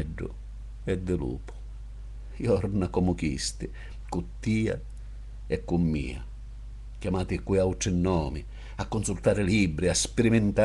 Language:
Sicilian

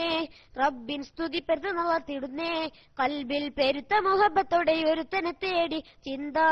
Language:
Malayalam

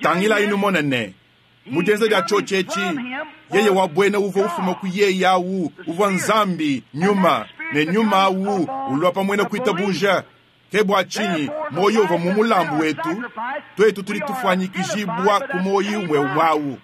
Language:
Luba-Lulua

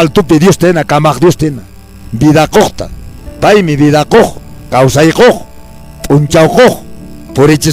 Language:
Quechua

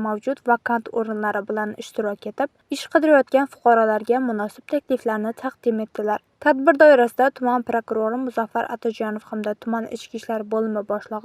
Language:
Uzbek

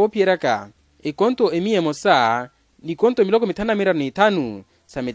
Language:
Makhuwa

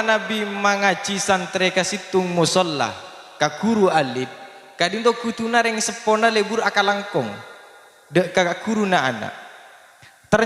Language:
Madurese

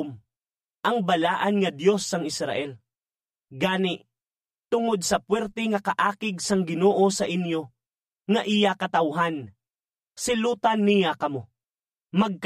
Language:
Hiligaynon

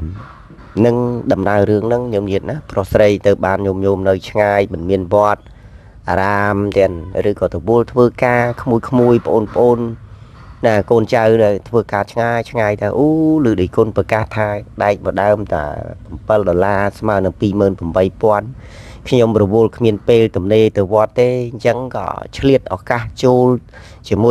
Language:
Khmer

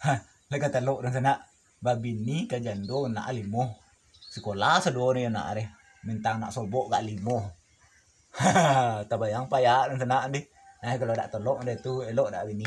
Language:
Minangkabau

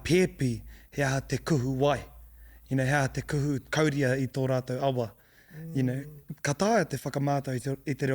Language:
Māori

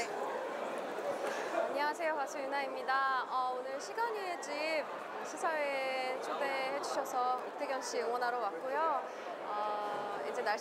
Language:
Korean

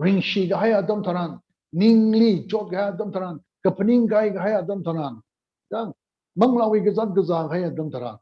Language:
Tangkhul Naga (India)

